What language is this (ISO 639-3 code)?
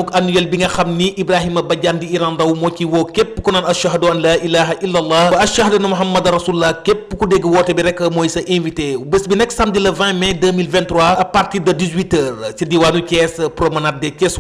wol